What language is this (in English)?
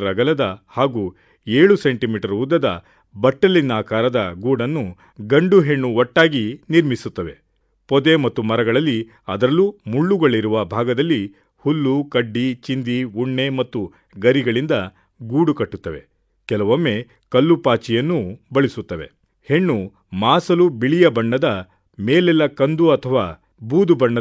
Kannada